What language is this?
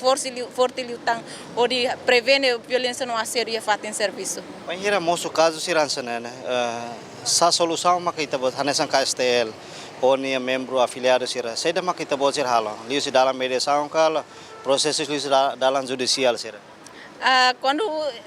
Tetum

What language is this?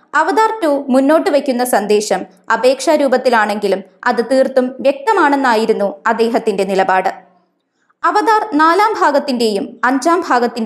Malayalam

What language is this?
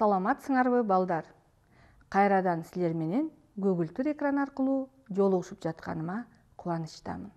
Kyrgyz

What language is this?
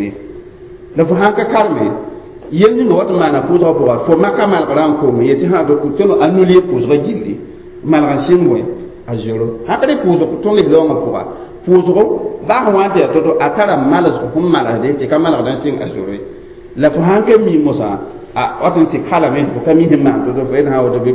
Mossi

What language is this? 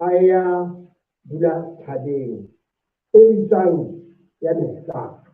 Southern Sotho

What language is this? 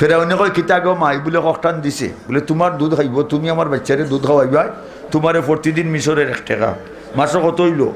Sylheti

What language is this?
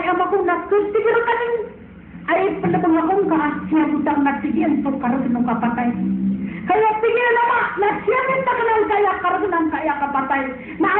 Maranao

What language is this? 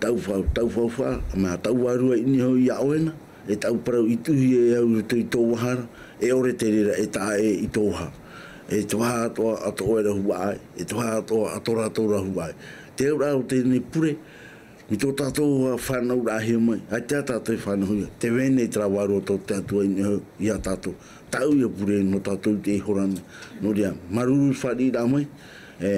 Tahitian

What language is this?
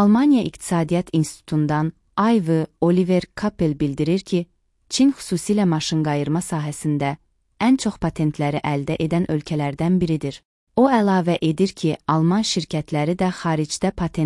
Azerbaijani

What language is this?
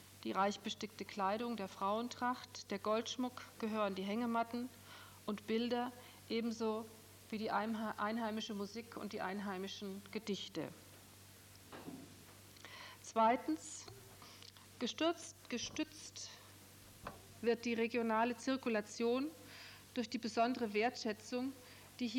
German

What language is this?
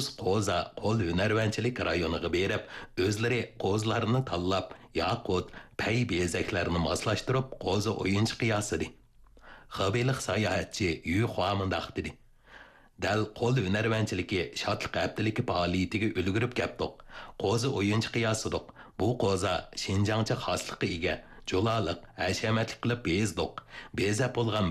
Uyghur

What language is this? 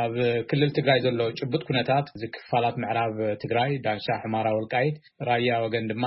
Tigrinya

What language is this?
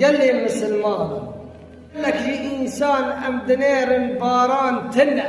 Kurdish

